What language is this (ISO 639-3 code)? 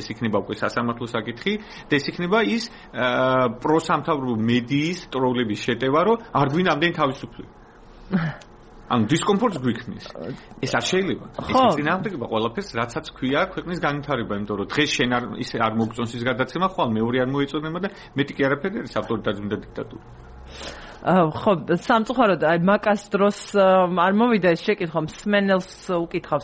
kat